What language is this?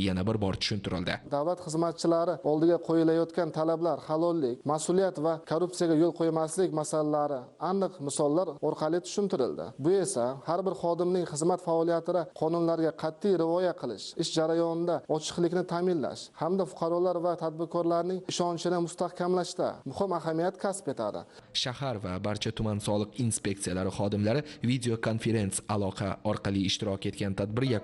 Uzbek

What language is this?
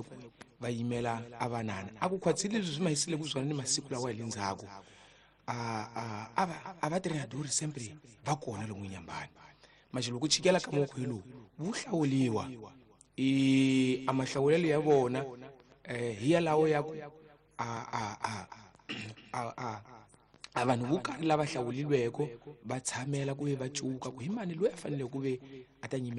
Tsonga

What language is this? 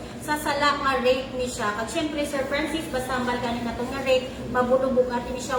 Hiligaynon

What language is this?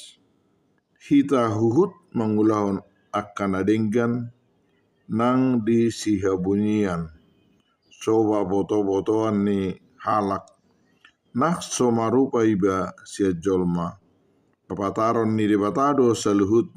Batak Toba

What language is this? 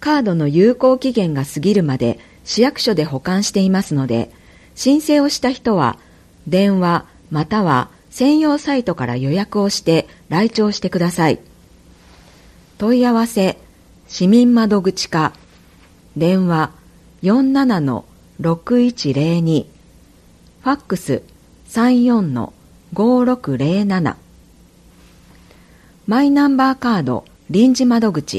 Japanese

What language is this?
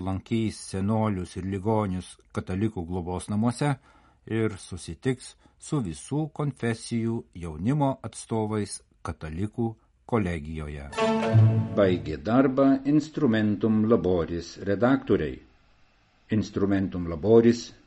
Lithuanian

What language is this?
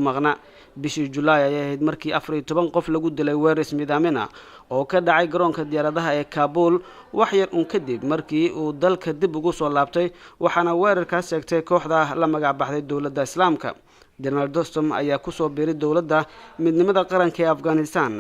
Somali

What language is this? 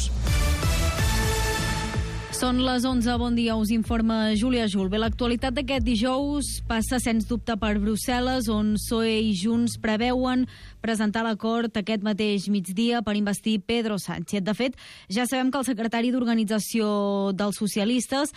Catalan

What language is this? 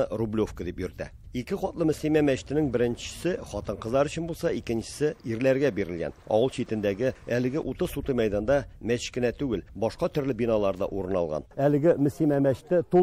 Tatar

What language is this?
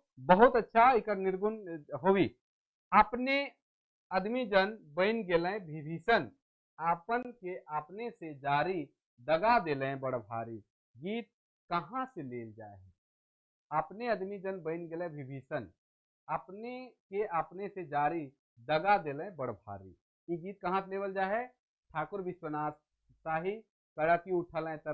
Sadri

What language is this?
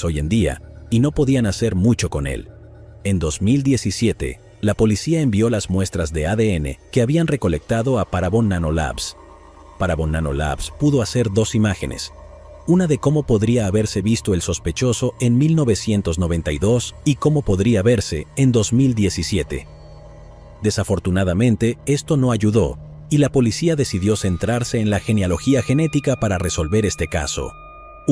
Spanish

